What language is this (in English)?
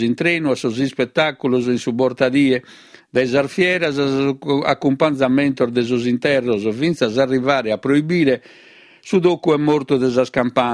Sardinian